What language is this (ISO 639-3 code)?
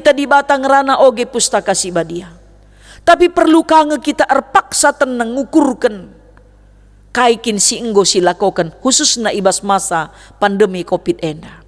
btx